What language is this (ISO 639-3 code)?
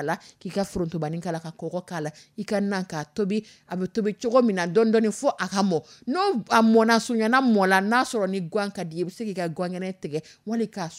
dyu